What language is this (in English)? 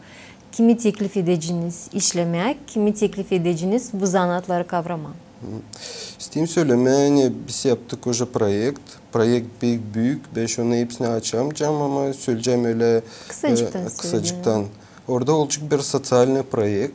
Gagauz